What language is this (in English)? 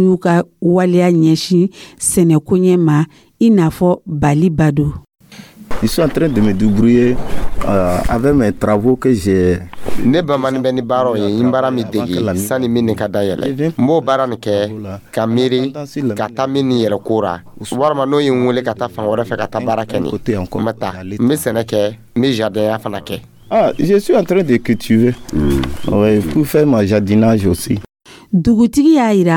Dyula